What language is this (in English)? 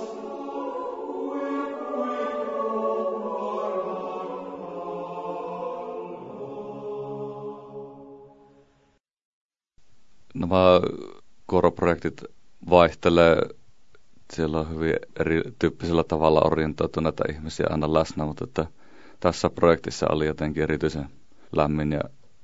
Finnish